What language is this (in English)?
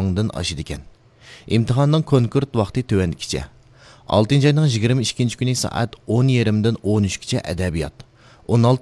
Uyghur